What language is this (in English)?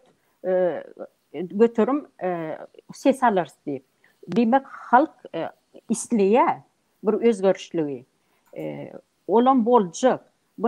Turkmen